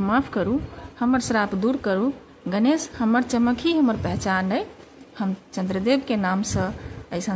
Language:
Maithili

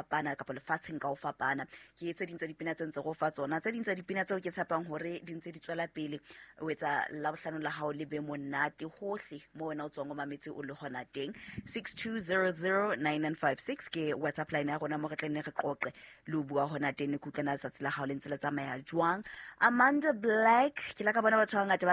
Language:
Southern Sotho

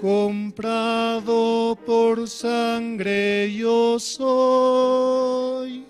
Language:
South Bolivian Quechua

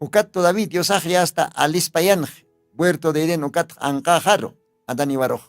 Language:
Aymara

